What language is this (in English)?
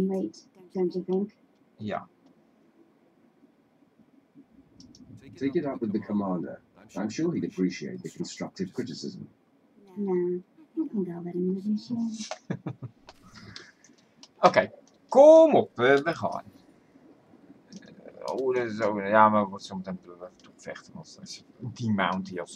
Dutch